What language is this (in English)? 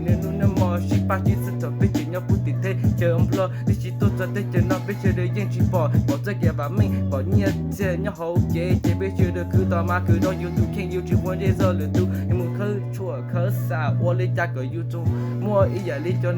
Hmong